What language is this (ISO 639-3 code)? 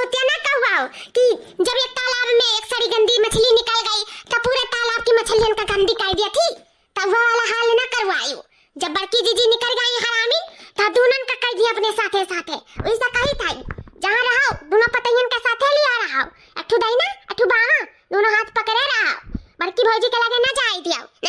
awa